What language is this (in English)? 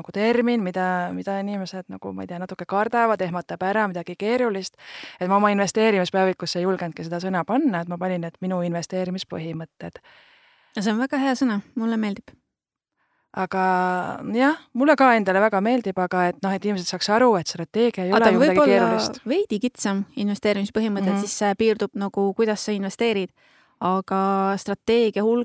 Estonian